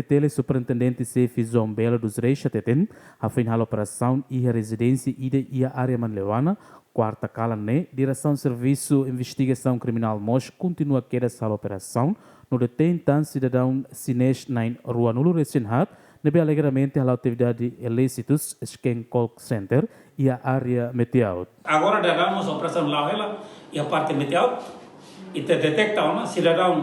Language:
Tetum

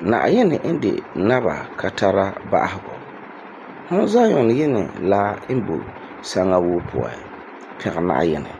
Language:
Frafra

